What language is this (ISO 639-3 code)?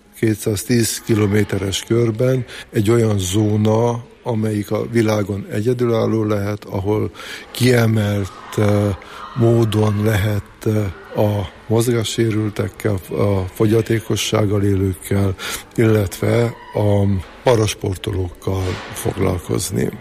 hun